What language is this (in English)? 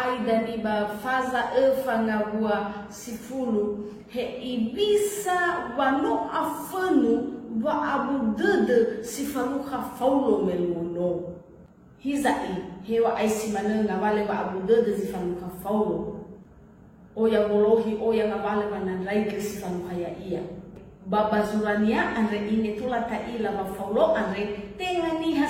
Nias